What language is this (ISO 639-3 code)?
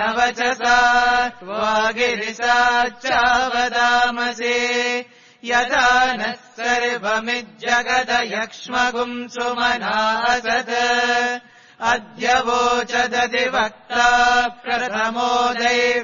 san